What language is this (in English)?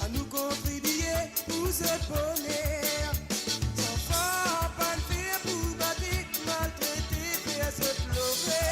Morisyen